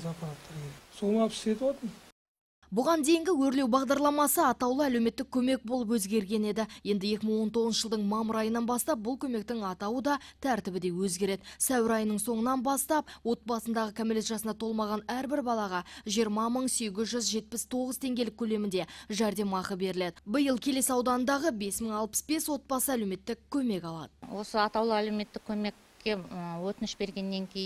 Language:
Kazakh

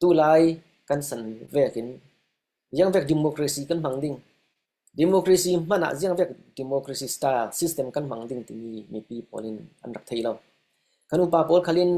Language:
Falam Chin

